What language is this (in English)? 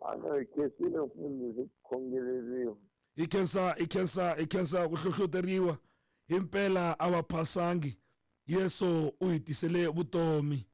Tsonga